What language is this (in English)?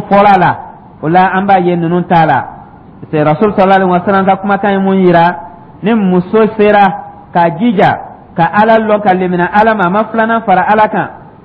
Dyula